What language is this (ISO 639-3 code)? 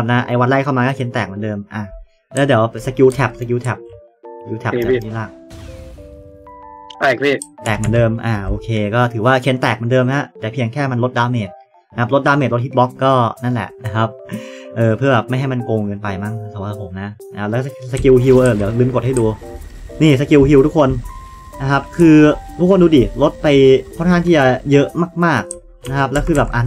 tha